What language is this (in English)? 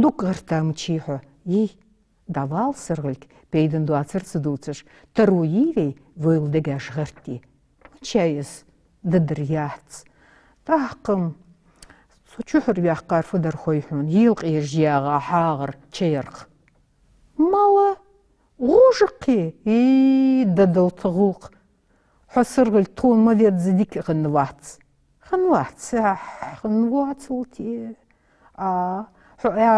Ingush